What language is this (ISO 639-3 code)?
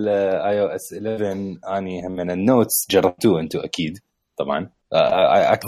acm